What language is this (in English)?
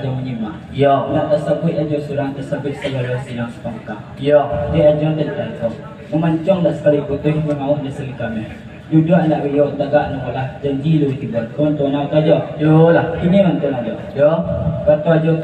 Minangkabau